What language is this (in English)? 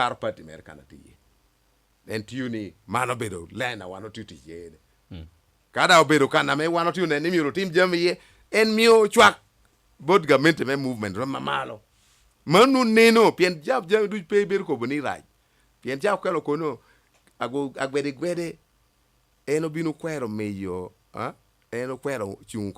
Lango (Uganda)